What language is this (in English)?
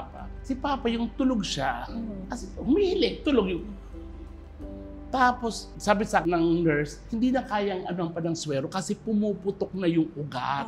Filipino